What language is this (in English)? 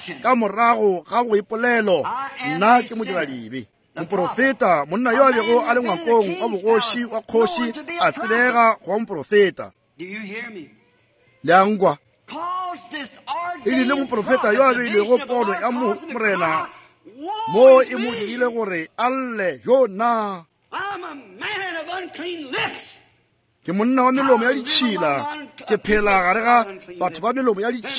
Northern Sotho